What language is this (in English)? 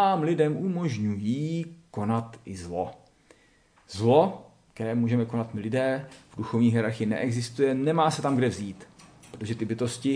Czech